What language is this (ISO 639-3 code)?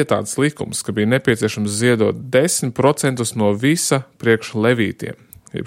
lav